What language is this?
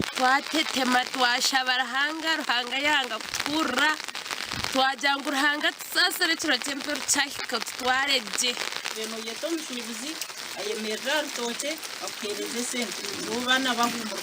Nyankole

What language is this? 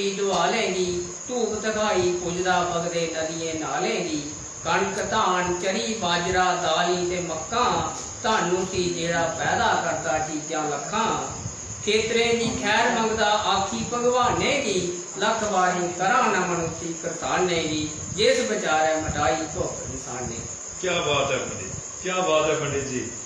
Dogri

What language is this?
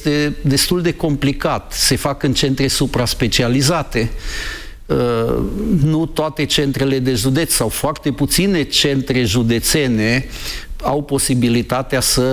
Romanian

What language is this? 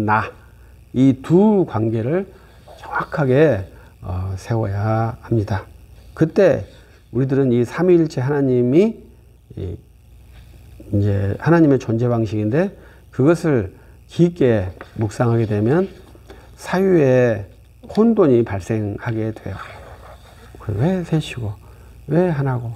Korean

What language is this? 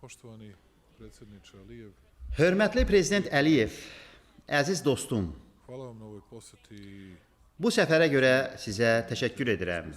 Azerbaijani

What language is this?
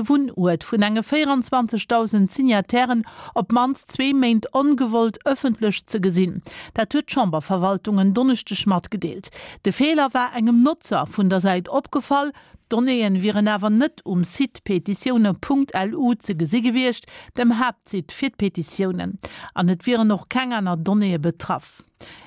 Luxembourgish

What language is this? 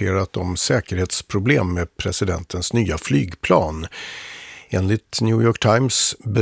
Swedish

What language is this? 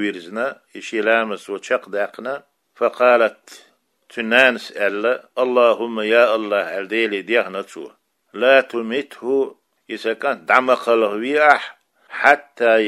Chechen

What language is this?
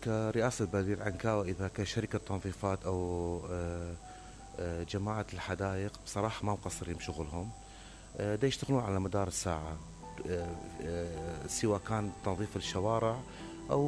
Mesopotamian Arabic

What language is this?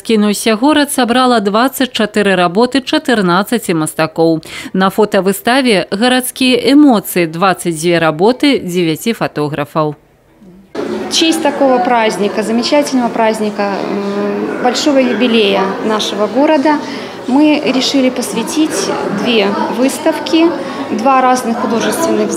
Belarusian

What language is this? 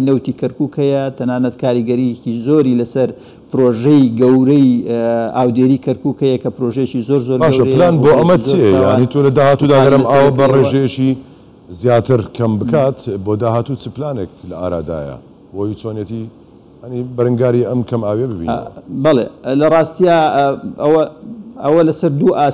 Central Kurdish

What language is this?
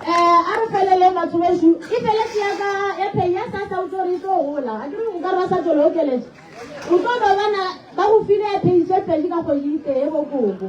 Northern Sotho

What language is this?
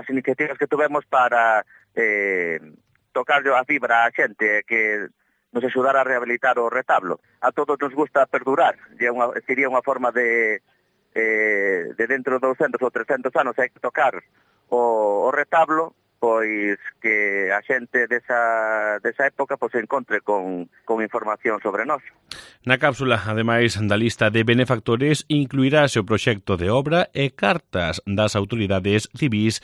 Galician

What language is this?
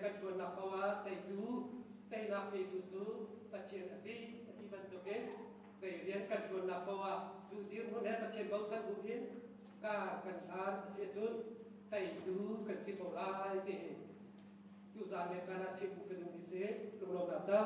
Hakha Chin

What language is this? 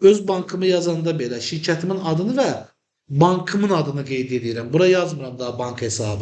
Azerbaijani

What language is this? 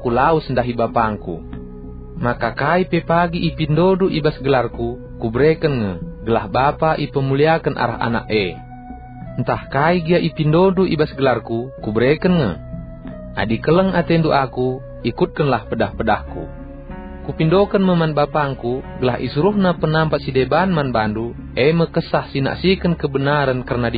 Batak Karo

